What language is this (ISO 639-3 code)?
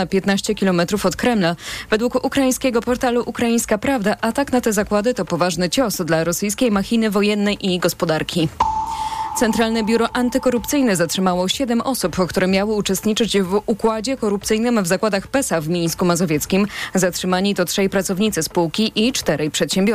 pol